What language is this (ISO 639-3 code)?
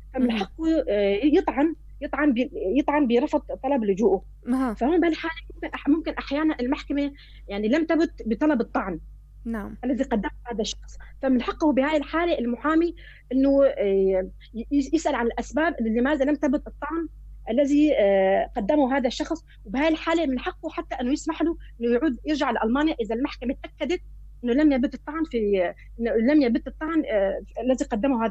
apc